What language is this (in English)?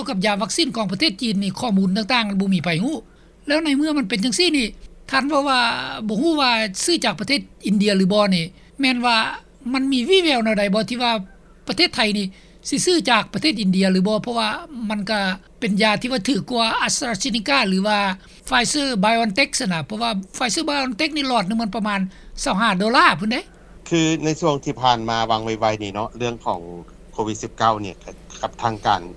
Lao